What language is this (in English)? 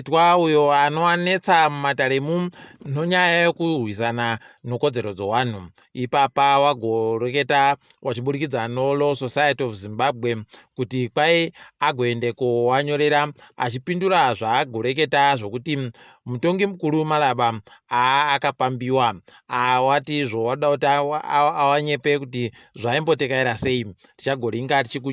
Ndau